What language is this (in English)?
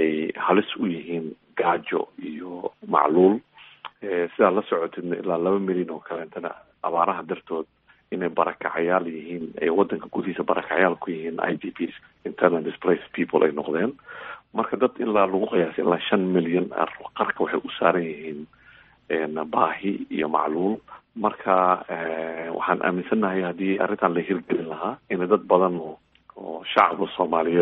Somali